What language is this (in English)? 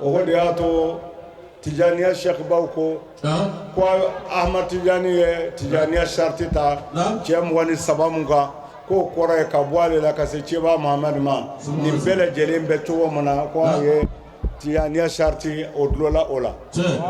Bambara